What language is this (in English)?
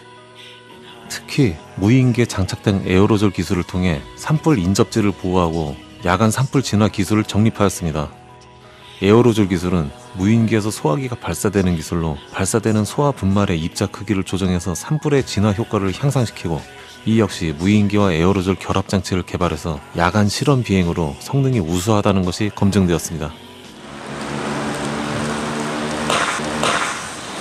Korean